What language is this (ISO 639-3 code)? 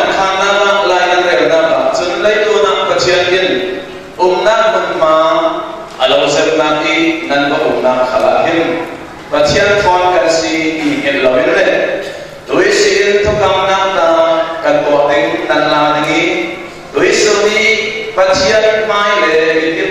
cfm